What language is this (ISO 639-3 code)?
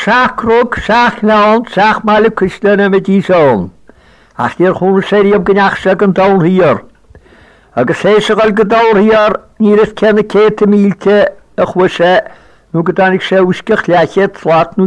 gle